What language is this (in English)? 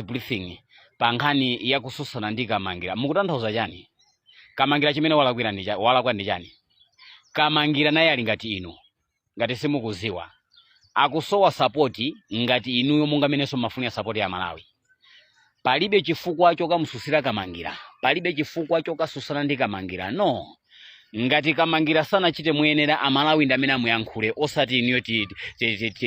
Nyanja